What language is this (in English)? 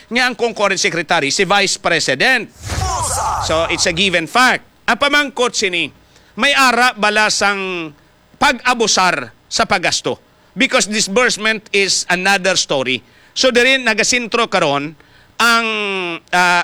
Hiligaynon